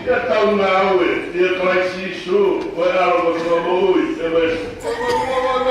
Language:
Tongan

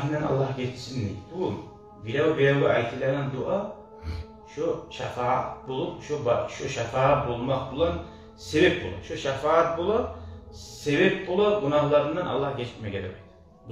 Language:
Kumyk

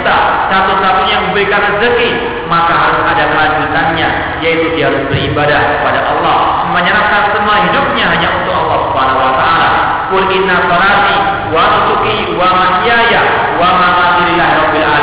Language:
Indonesian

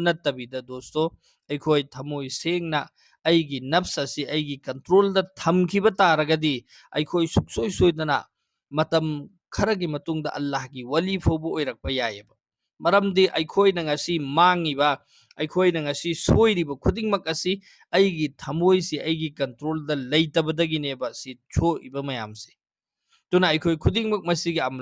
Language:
Manipuri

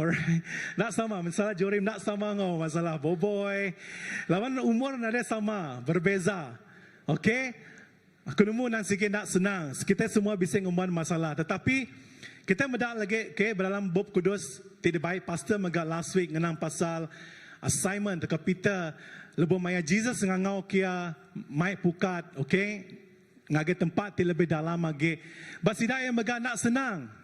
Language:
Iban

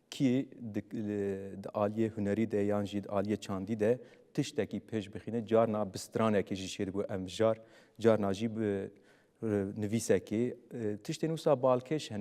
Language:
Kurdish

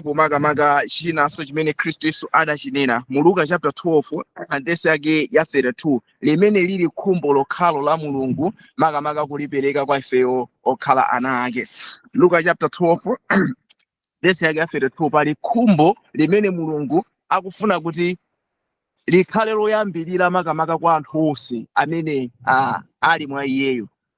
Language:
Nyanja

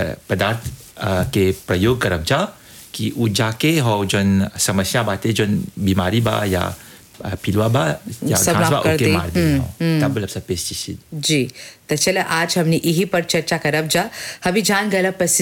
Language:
Bhojpuri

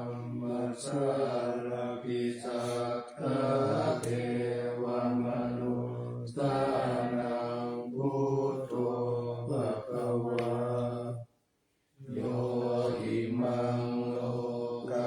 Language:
Pali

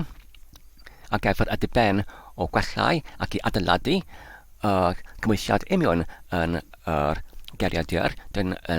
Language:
Welsh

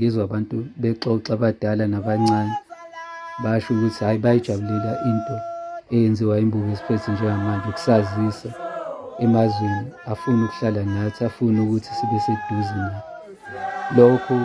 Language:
Zulu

